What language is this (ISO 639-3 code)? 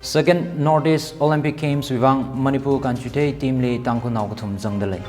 nmf